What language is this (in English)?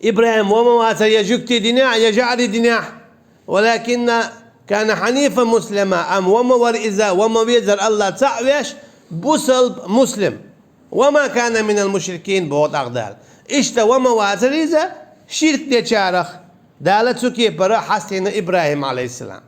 Chechen